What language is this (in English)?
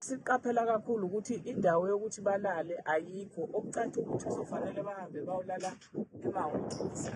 Zulu